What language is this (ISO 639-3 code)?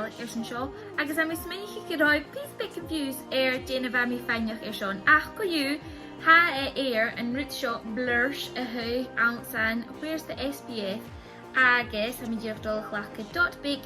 gla